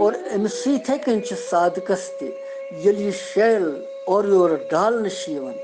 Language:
Kashmiri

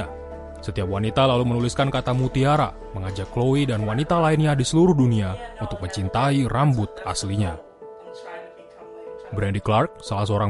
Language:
Indonesian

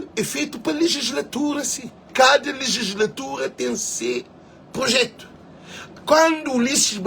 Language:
Kabuverdianu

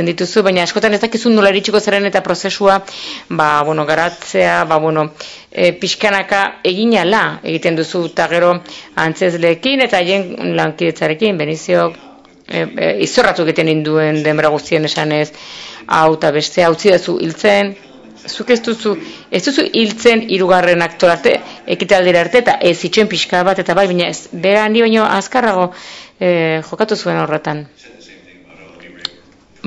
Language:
Basque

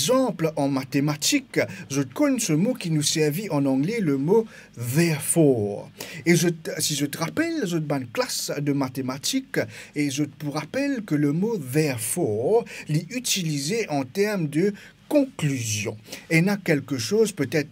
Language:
Morisyen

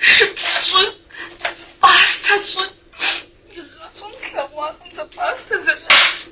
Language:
Kabardian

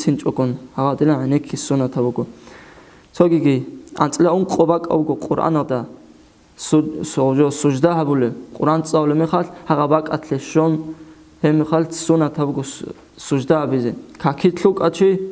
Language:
Avaric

